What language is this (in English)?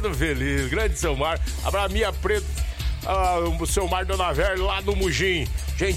Portuguese